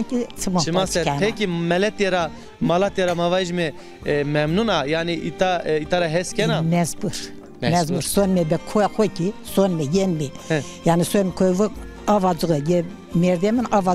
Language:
Zaza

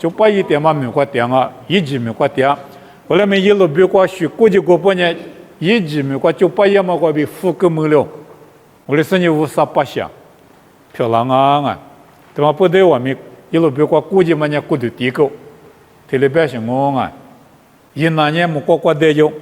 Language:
Lisu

